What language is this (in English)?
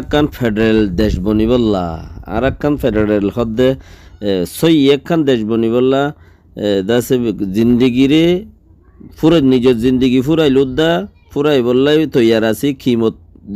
Rohingya